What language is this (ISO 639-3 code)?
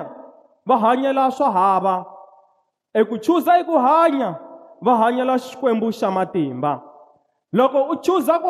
tso